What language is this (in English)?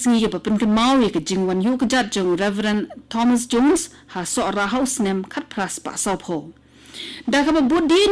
Khasi